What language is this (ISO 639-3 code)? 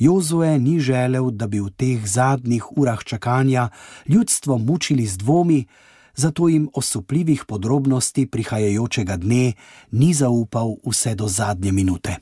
slv